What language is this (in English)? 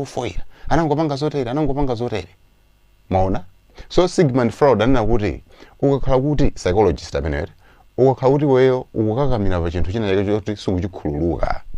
Nyanja